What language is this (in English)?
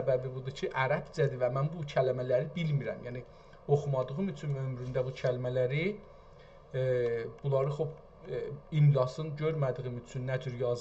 South Azerbaijani